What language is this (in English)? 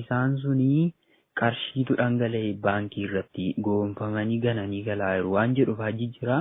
Oromo